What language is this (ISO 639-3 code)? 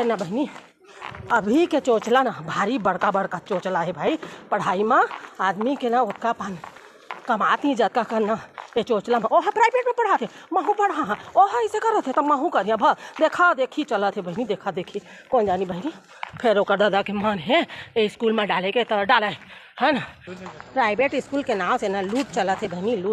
hne